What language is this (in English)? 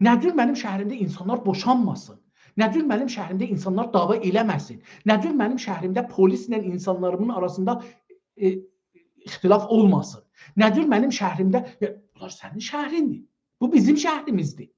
South Azerbaijani